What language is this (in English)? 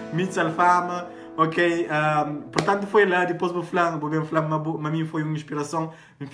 Kabuverdianu